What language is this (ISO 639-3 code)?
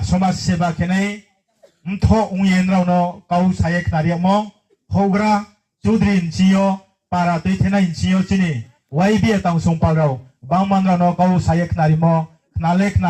ria